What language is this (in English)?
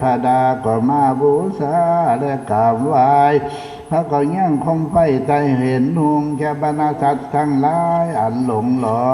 Northeastern Thai